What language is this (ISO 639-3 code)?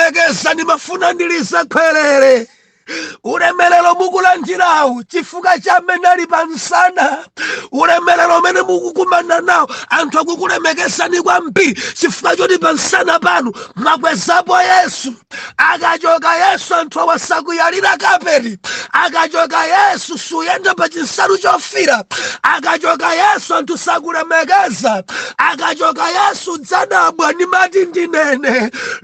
nya